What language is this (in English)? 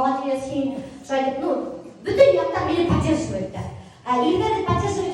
Bashkir